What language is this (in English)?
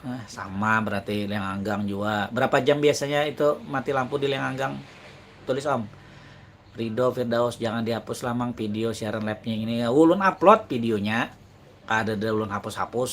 Banjar